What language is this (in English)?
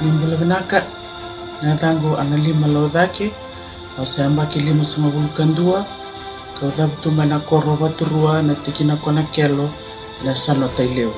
Fijian